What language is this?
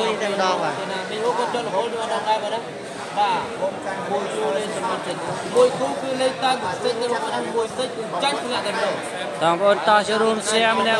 Khmer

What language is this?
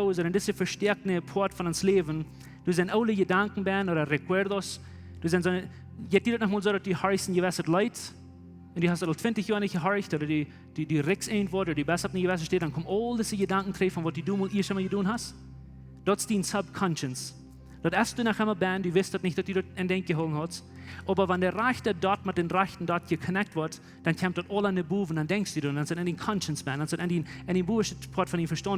Plautdietsch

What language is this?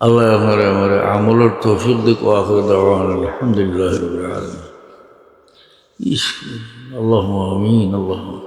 Sylheti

